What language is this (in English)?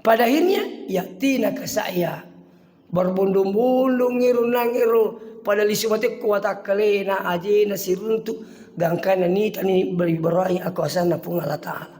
Buginese